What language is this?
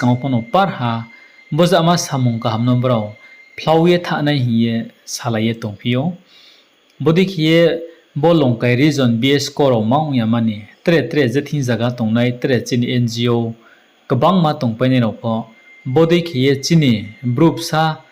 Riang (India)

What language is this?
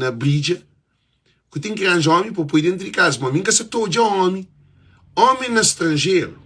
Kabuverdianu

